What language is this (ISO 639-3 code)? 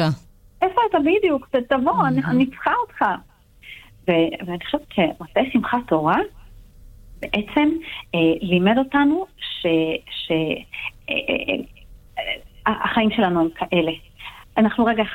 heb